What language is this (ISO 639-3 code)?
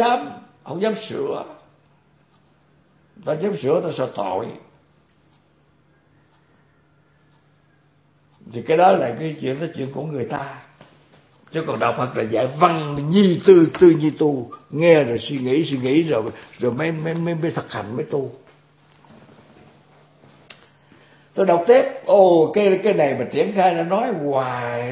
vie